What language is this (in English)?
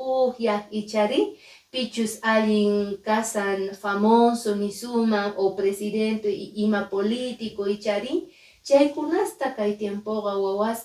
Quechua